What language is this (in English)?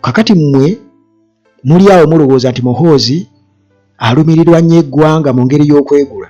Ganda